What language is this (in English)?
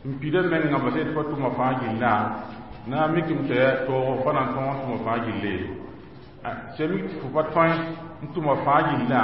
Mossi